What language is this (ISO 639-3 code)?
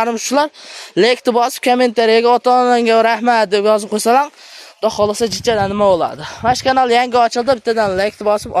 uzb